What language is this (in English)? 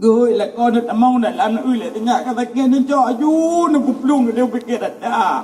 Achinese